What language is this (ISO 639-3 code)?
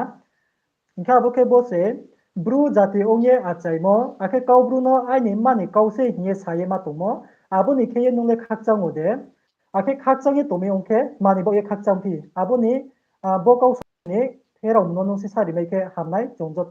ria